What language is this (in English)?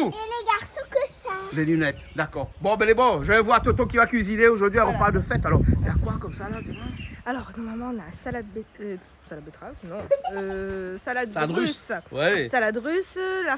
Réunion Creole French